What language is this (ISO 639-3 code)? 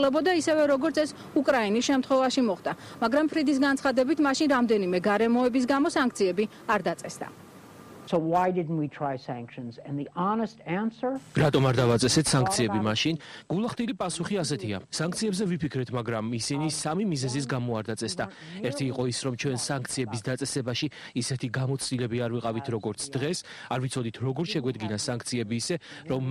kat